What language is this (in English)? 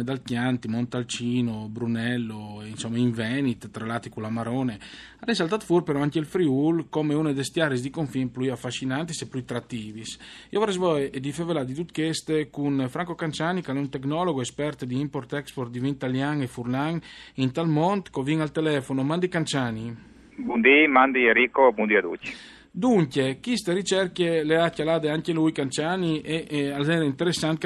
Friulian